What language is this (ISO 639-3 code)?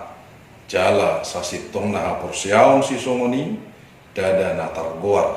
bbc